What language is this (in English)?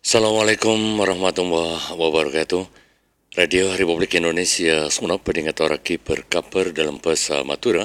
Madurese